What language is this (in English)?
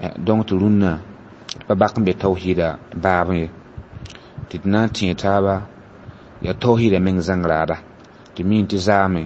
Mossi